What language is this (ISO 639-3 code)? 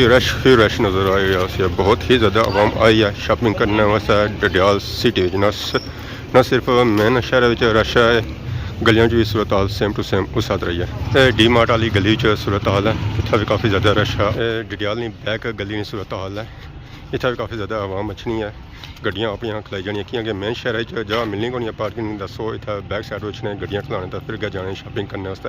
phr